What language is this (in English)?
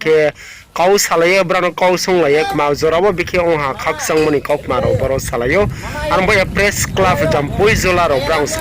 Riang (India)